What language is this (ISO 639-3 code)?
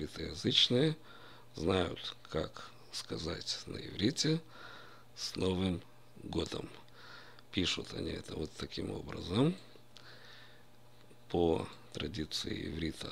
rus